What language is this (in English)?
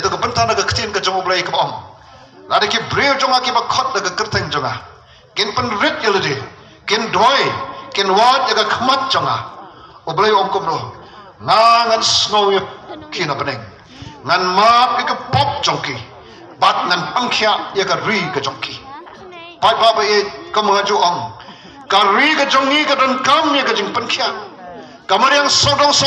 Khasi